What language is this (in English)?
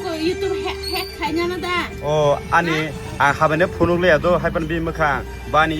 Kok Borok